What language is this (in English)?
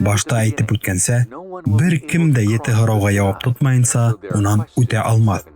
Bashkir